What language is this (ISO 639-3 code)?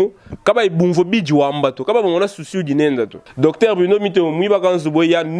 lua